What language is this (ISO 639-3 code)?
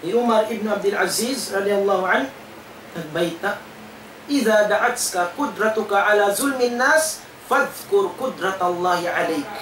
tsg